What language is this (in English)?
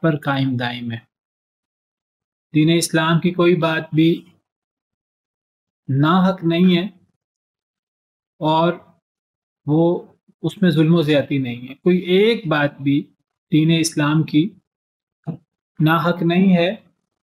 Urdu